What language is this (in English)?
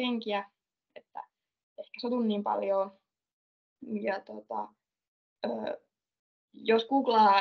Finnish